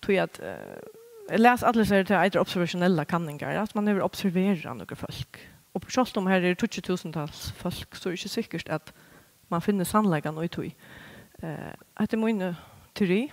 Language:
Faroese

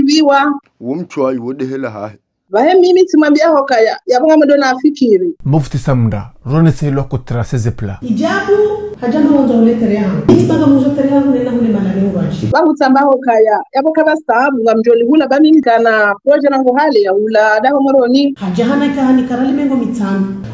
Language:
Ngazidja Comorian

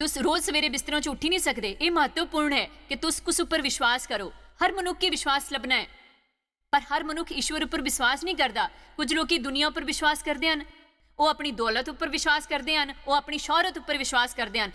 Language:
Dogri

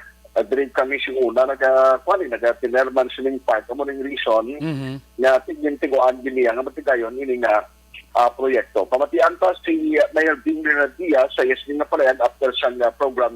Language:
Hiligaynon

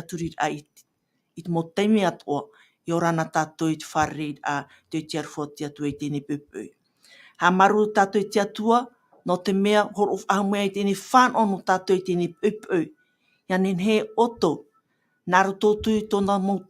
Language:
Tahitian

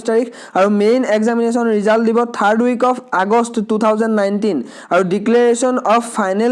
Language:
Assamese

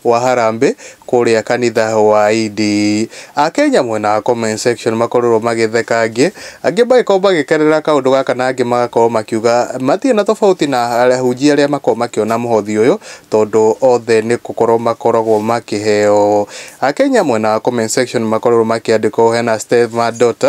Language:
Kikuyu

